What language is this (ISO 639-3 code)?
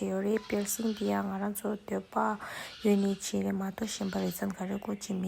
bod